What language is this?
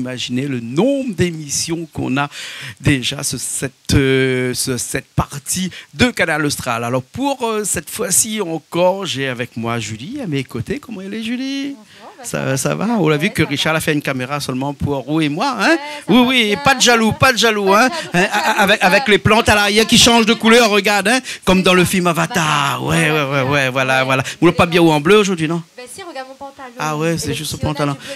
Réunion Creole French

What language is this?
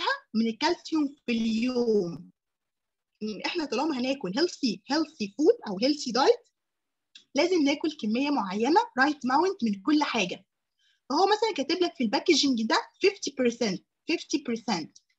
Egyptian Arabic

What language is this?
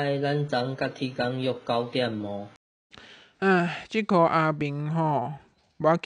Min Nan Chinese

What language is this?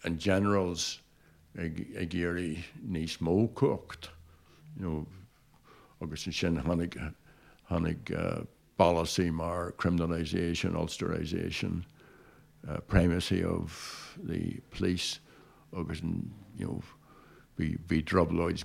Irish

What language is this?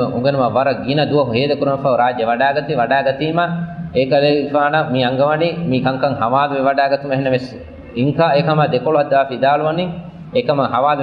Divehi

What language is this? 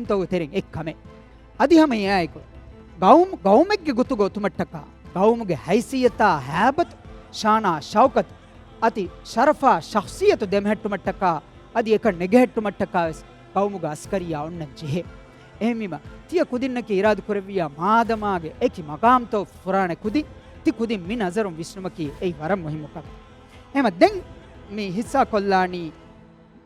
Divehi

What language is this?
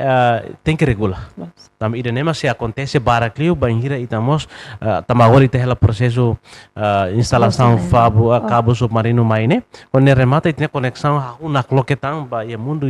Tetum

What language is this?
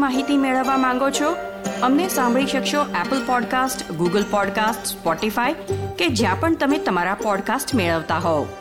Gujarati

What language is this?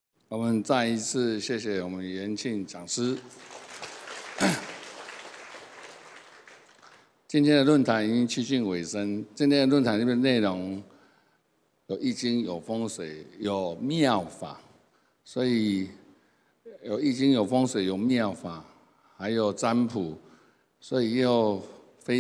Chinese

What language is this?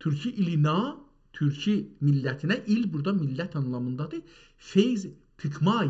South Azerbaijani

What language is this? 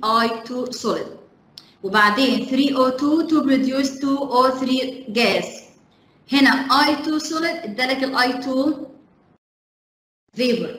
Egyptian Arabic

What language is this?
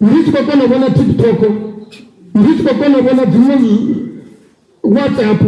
Venda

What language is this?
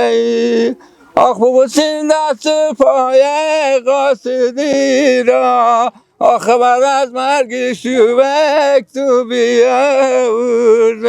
Persian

